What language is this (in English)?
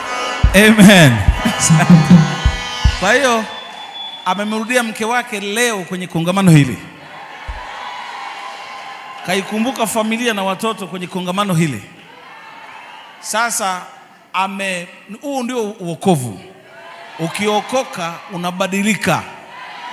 Swahili